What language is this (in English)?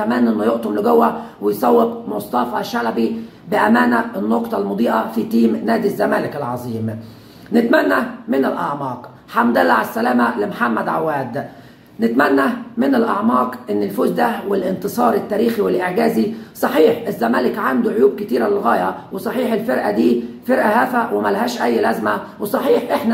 Egyptian Arabic